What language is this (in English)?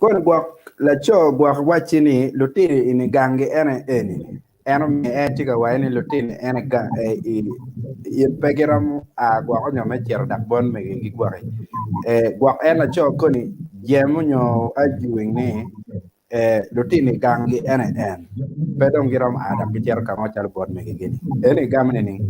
Acoli